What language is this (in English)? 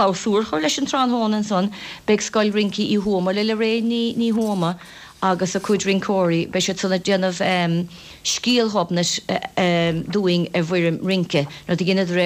Irish